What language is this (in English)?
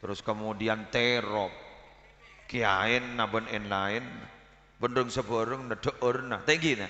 Madurese